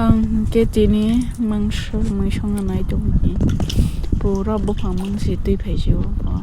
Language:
Kok Borok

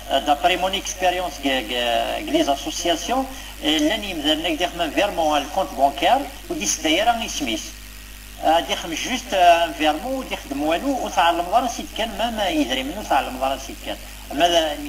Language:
Kabyle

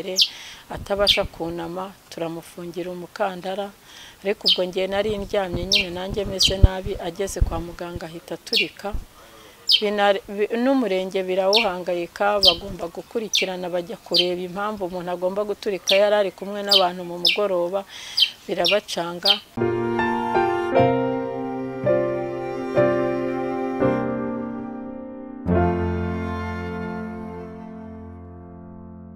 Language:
Kinyarwanda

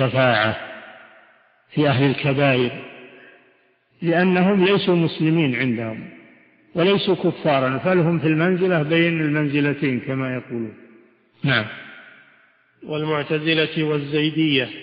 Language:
Arabic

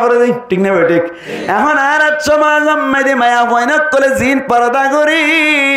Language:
Rohingya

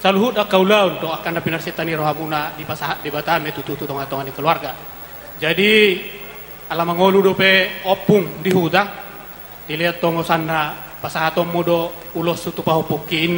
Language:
Batak Toba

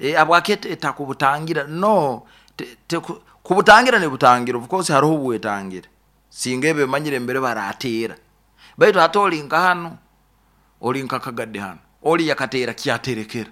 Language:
Nyoro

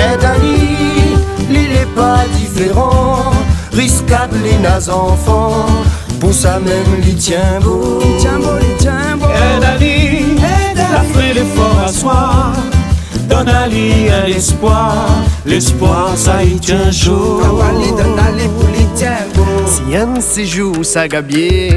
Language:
Réunion Creole French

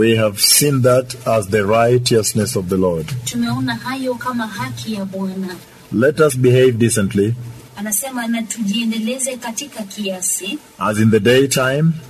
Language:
Swahili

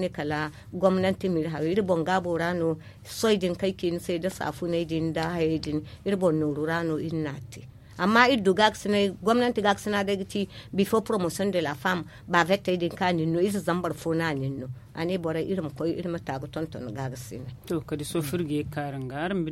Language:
Zarma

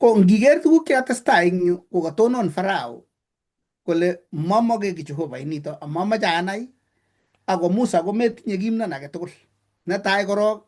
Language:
Kalenjin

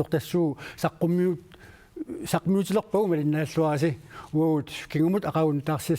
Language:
Kalaallisut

